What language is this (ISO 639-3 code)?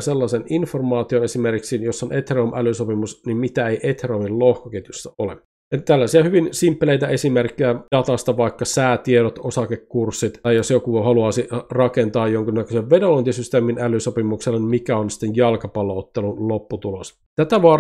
fin